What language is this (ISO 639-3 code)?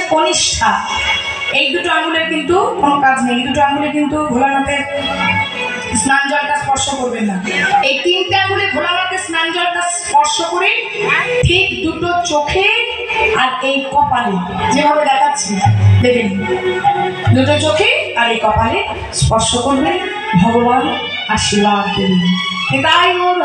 ben